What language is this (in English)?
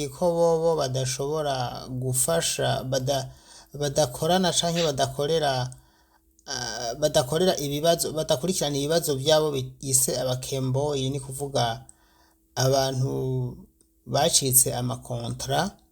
Rundi